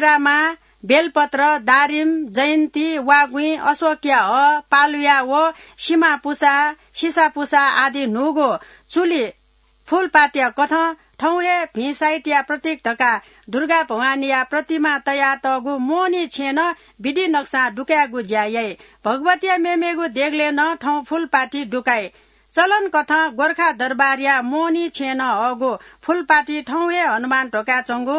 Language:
Newari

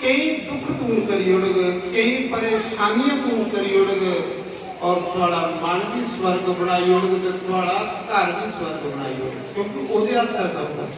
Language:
Dogri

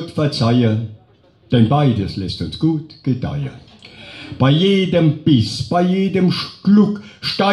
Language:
Palatine German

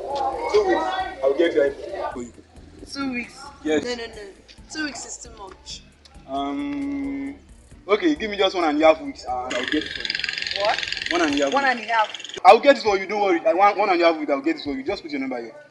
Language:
Nigerian Pidgin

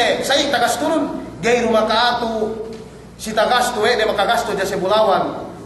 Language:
Yakan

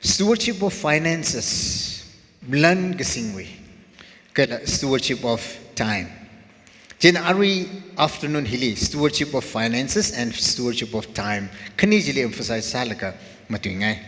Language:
Tangkhul Naga (India)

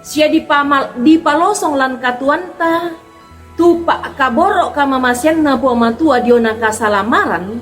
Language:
Toraja-Sa'dan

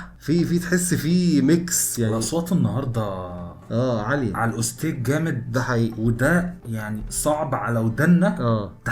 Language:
Egyptian Arabic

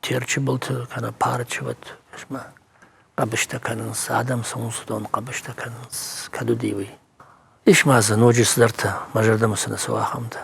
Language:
Ossetic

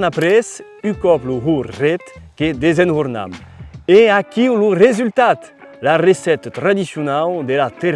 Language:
Occitan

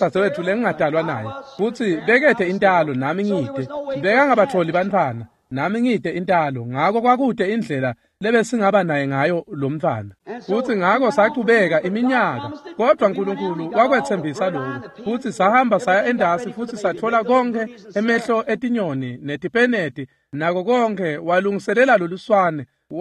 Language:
Swati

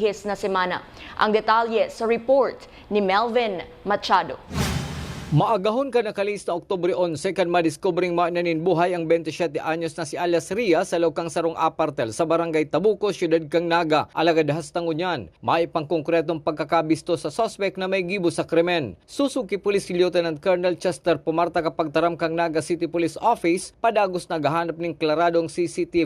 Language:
Bikol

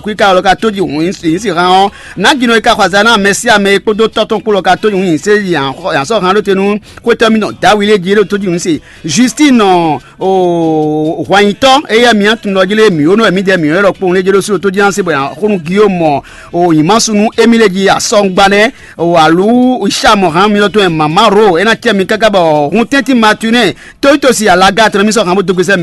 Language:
Fon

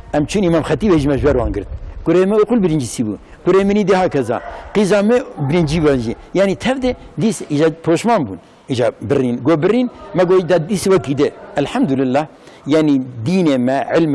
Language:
Kurdish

